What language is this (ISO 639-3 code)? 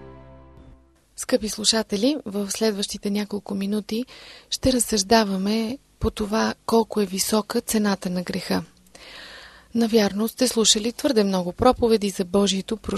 bul